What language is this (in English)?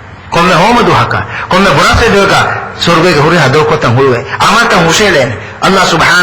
Divehi